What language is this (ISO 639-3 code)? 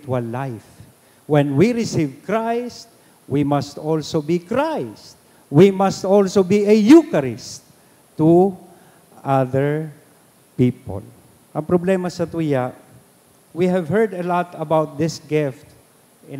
bik